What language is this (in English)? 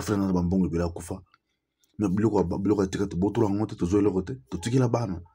Lingala